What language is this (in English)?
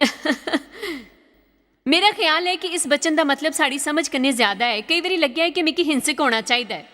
Dogri